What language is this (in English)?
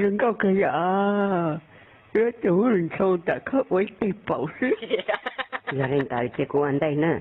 Hmong